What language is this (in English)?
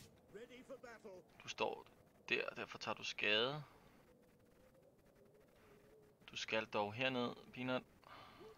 Danish